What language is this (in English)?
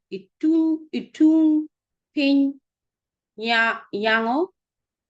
Acoli